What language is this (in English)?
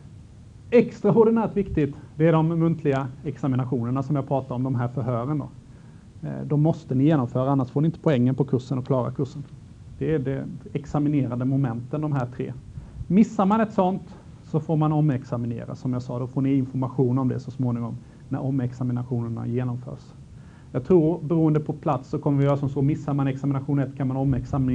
Swedish